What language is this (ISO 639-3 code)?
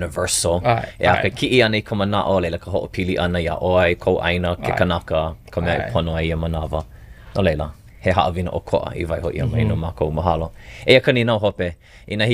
haw